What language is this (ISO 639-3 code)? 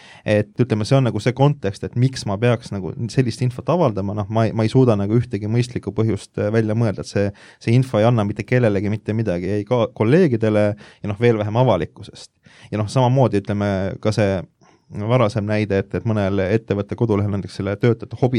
est